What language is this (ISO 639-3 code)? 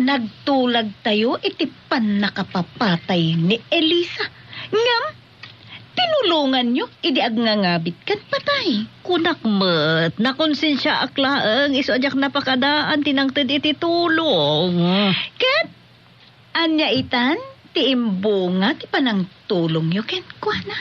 ilo